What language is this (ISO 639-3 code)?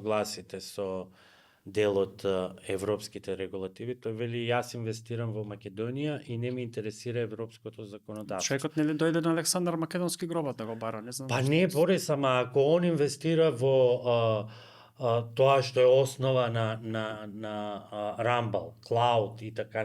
mkd